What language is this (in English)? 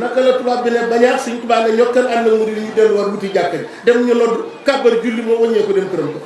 Wolof